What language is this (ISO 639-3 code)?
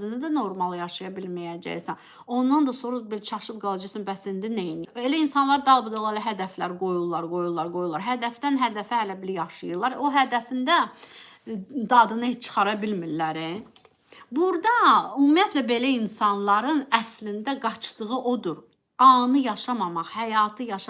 aze